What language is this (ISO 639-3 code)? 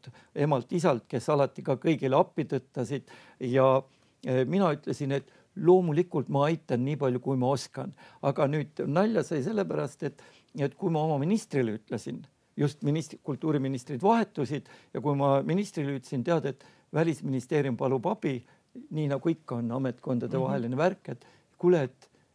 est